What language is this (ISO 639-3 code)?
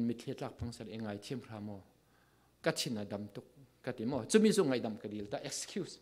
cfm